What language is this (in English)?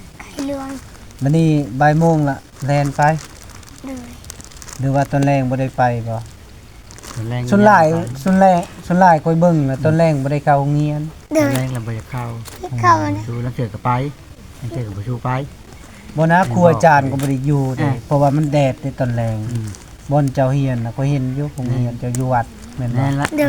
Lao